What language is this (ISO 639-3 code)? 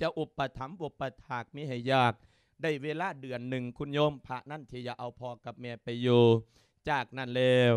lao